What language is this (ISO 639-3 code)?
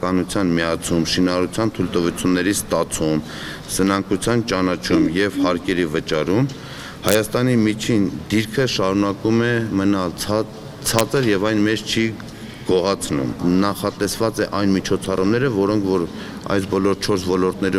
hye